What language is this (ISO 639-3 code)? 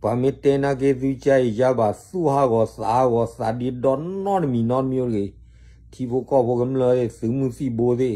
ksw